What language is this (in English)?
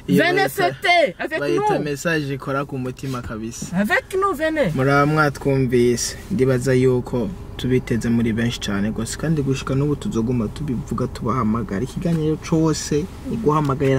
Rundi